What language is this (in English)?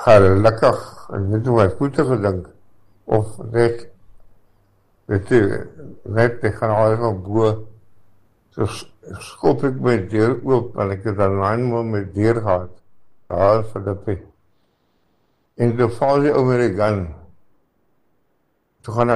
Afrikaans